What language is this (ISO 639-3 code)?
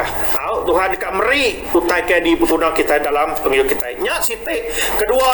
iba